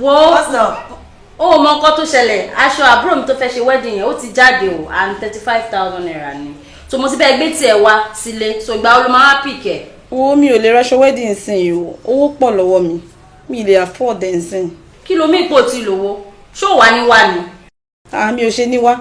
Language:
Yoruba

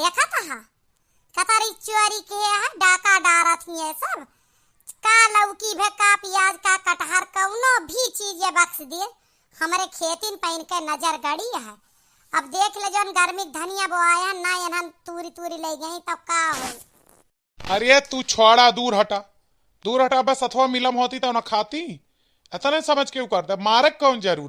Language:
Awadhi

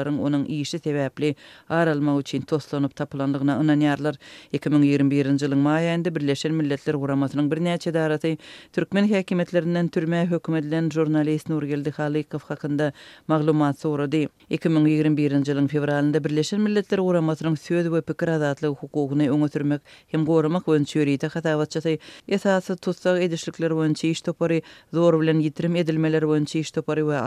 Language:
Turkmen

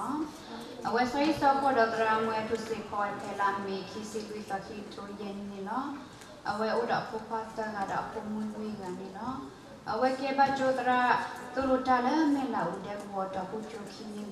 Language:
S'gaw Karen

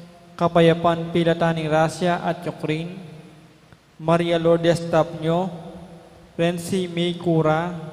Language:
Pampanga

